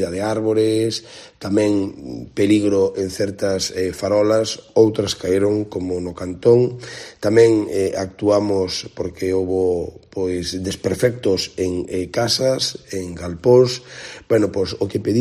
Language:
Galician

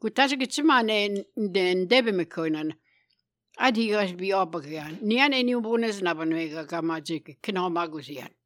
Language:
Albanian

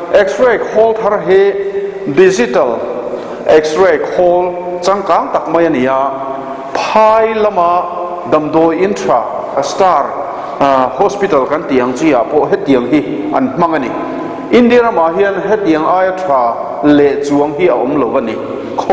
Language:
Mizo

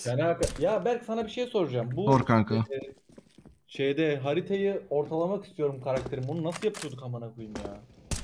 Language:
Turkish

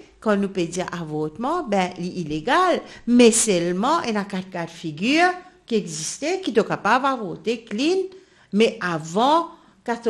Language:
Morisyen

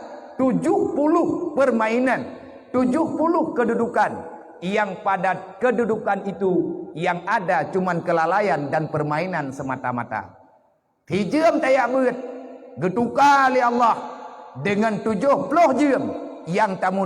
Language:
Achinese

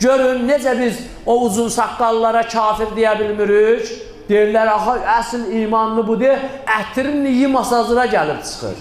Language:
Azerbaijani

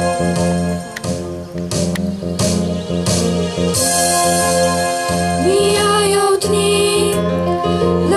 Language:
Polish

